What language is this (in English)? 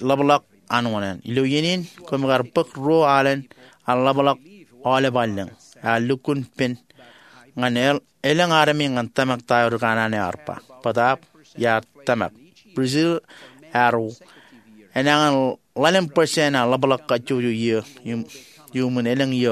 Marshallese